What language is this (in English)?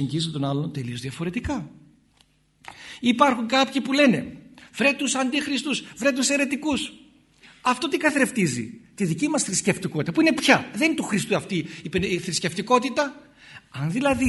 Greek